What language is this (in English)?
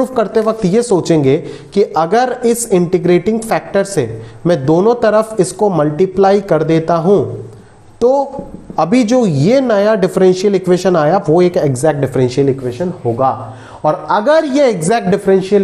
Hindi